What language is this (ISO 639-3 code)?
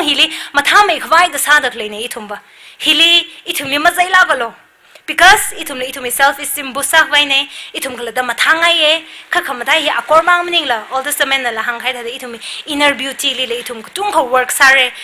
nmf